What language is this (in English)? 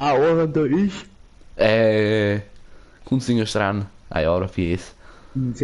Bavarian